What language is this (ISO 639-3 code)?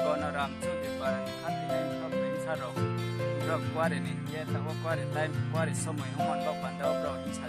ria